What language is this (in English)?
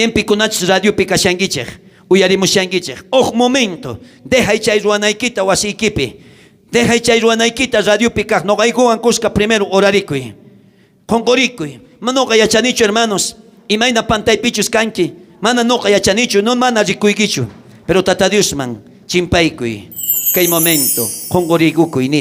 South Bolivian Quechua